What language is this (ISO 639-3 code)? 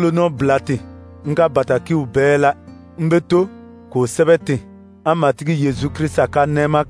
dyu